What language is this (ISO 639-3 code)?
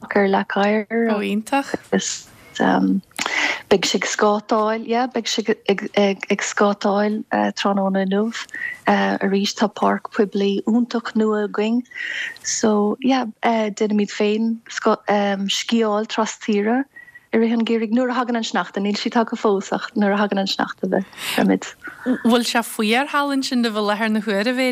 gle